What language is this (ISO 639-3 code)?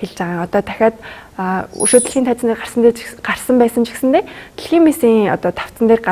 mon